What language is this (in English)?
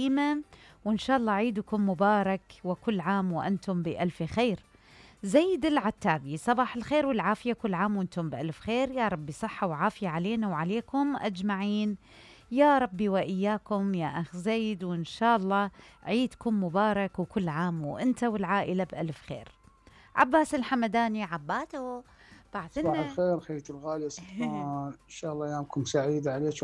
Mesopotamian Arabic